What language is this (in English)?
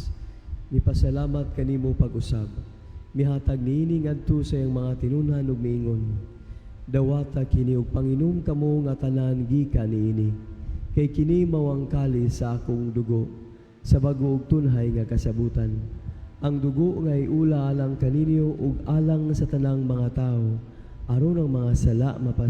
Cebuano